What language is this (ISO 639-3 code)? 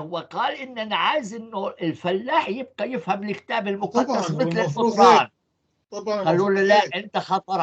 apc